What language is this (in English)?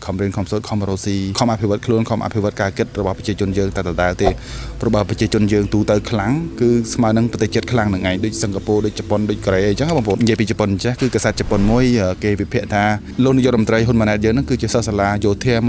Khmer